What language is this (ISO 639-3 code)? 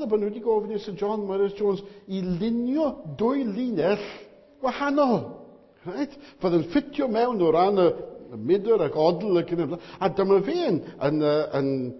cym